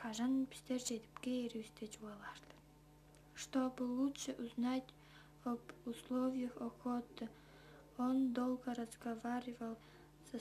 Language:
Tuvinian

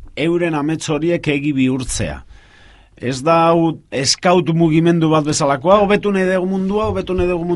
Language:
Basque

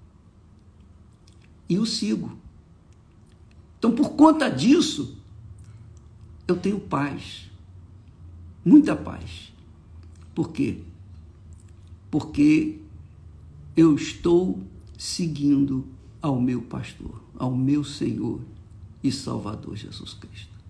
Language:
Portuguese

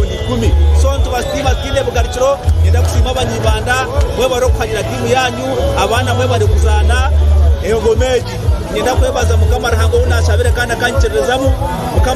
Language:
Nyankole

